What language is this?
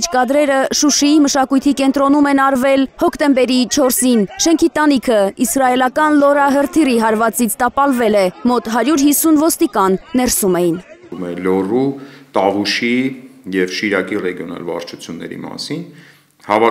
Armenian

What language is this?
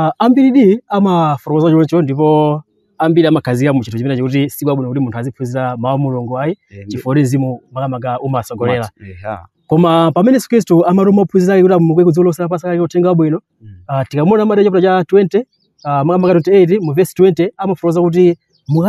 Nyanja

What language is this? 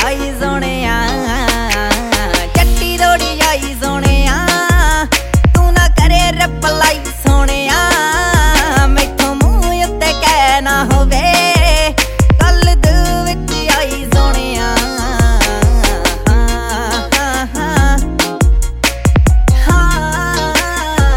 Punjabi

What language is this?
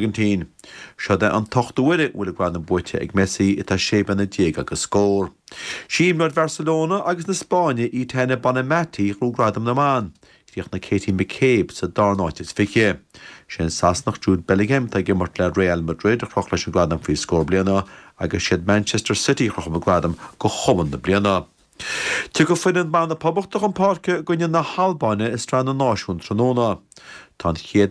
Irish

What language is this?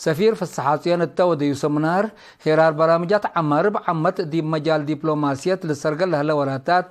Tigre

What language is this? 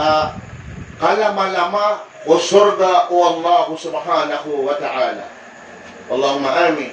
Maranao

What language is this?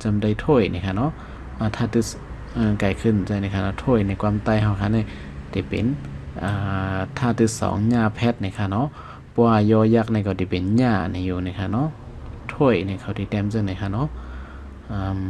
Shan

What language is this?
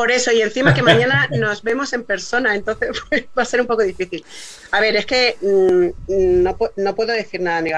Spanish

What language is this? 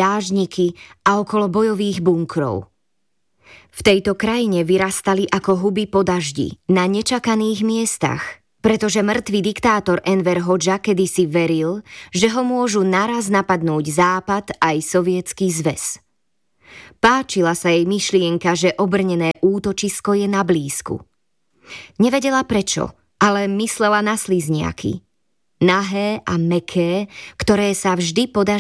Slovak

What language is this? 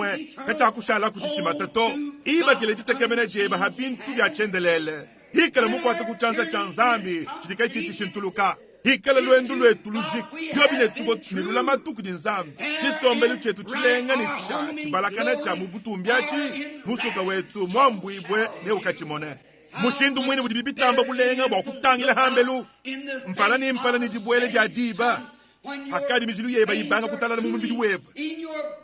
Luba-Lulua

